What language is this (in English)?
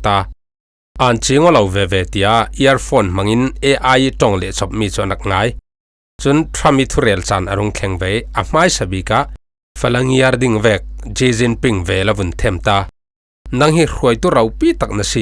Falam Chin